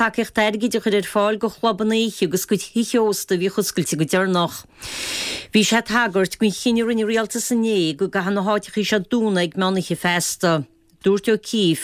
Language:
Irish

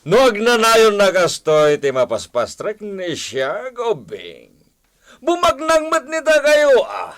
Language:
Iloko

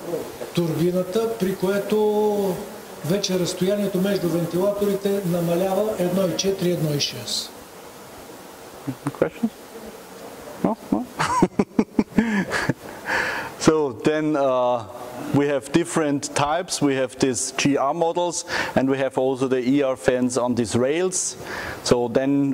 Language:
Bulgarian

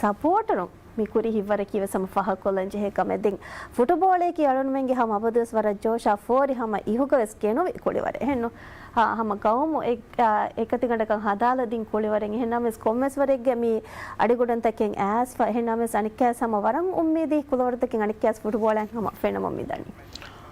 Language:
Divehi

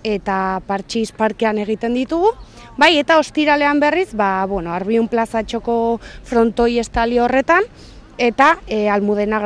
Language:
Basque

